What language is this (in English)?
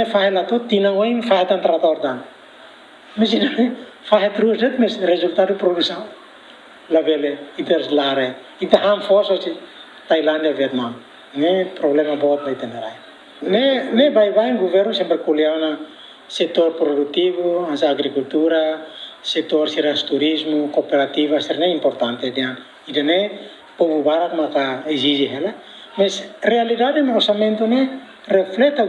Tetum